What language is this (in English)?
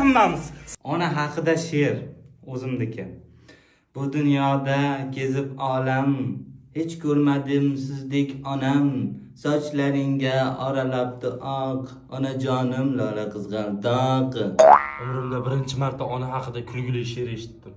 Uzbek